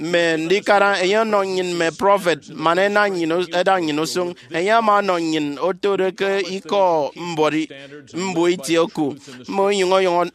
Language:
Efik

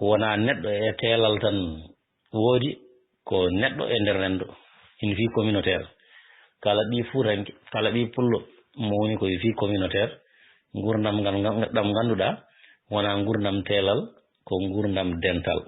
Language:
Fula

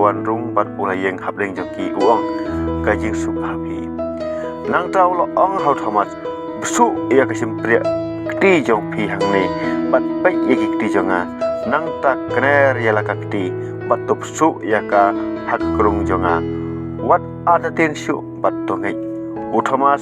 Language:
Khasi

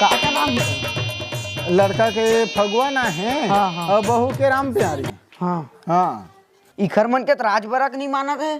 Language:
Chhattisgarhi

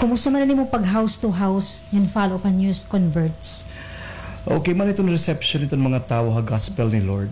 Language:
Waray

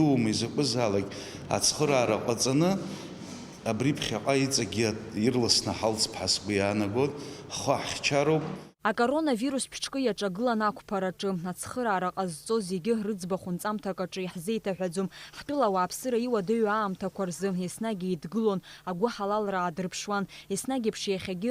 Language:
Abkhazian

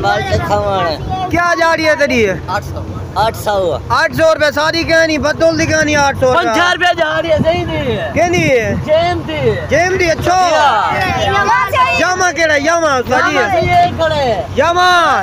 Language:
Saraiki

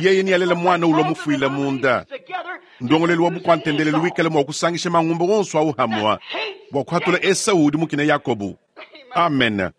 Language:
Luba-Lulua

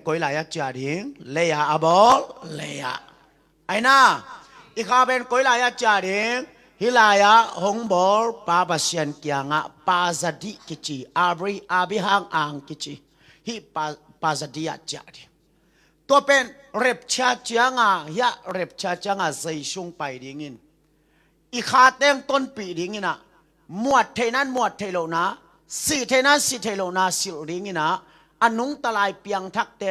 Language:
Tedim Chin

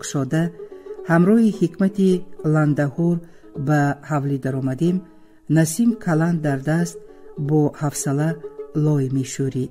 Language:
Tajik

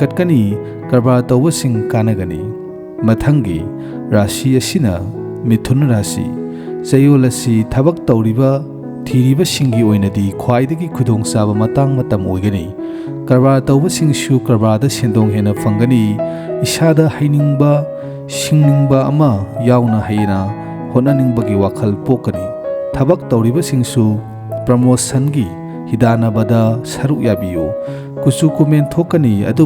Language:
Manipuri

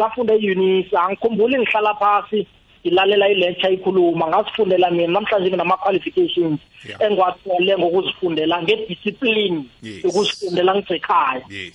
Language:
South Ndebele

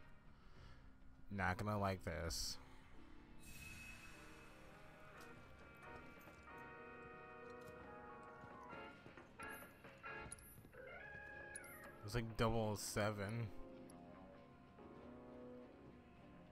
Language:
English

